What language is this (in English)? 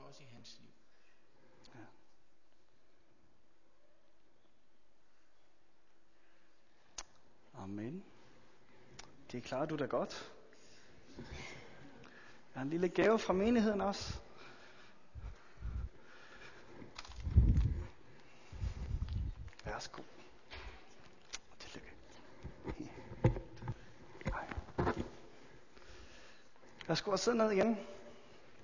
Danish